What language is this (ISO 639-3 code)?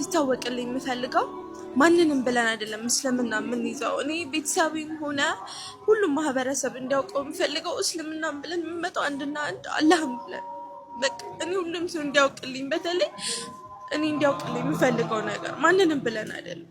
amh